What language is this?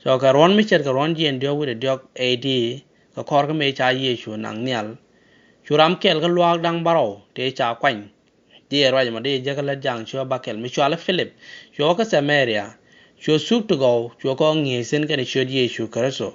Nuer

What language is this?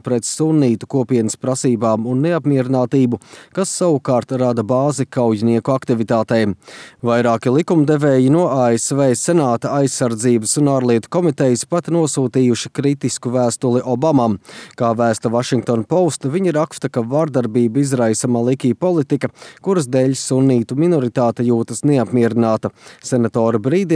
Latvian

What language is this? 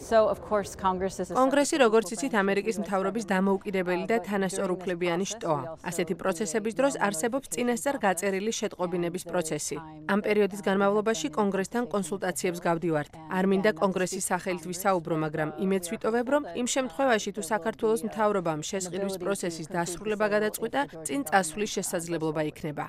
Georgian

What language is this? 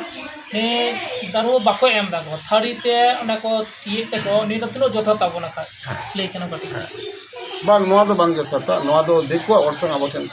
Santali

